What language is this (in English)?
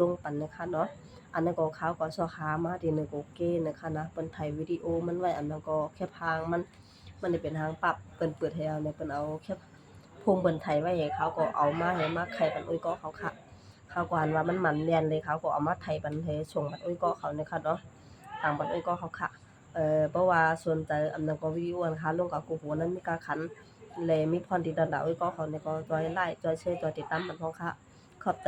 Shan